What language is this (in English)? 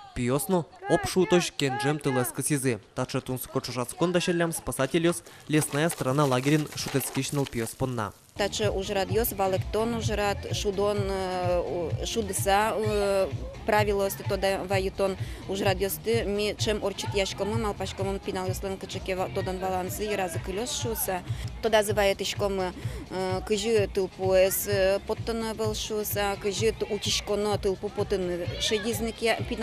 Udmurt